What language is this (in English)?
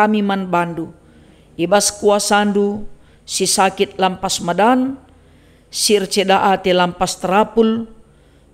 Batak Karo